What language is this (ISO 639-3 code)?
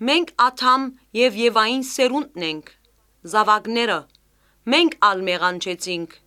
hye